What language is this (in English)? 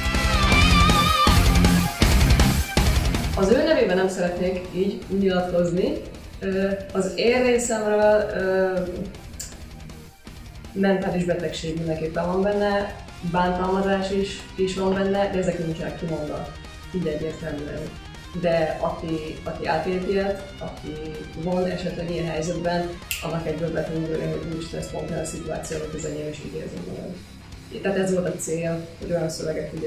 Hungarian